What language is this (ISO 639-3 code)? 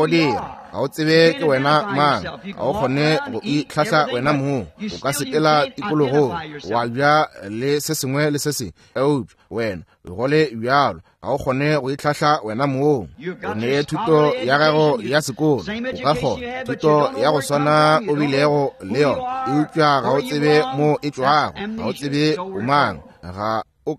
nso